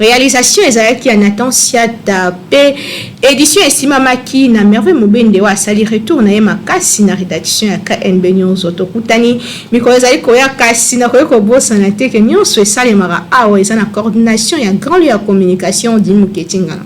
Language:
Lingala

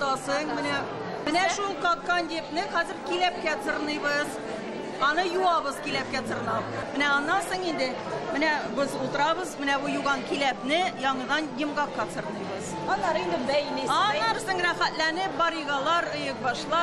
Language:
Tatar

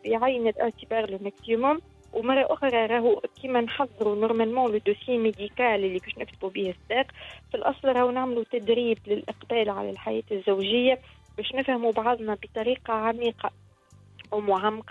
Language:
Tunisian Arabic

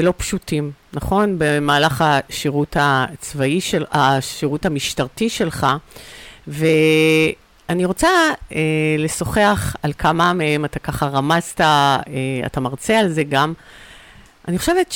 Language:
Hebrew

